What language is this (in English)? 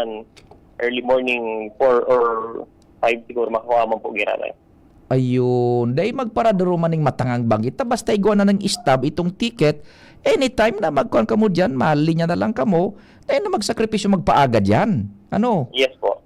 Bikol